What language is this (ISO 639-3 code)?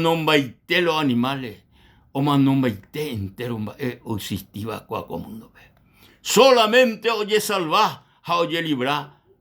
grn